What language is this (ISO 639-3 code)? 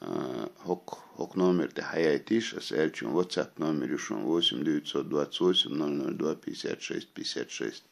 che